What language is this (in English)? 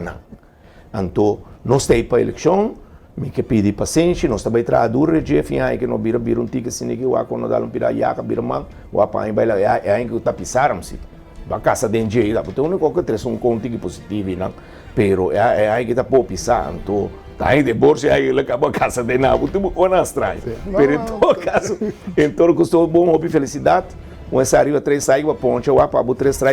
Papiamento